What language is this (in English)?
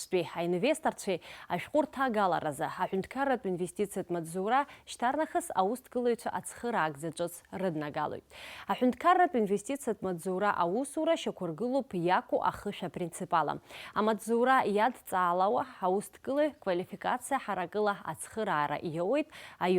Abkhazian